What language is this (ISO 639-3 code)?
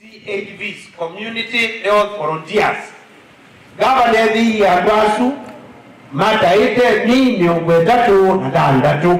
kam